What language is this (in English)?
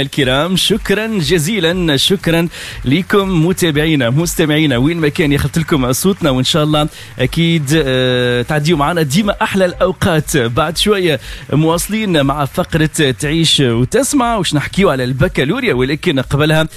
Tunisian Arabic